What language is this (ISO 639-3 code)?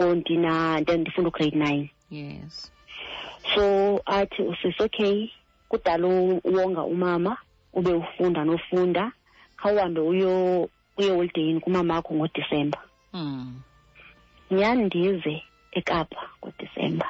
xho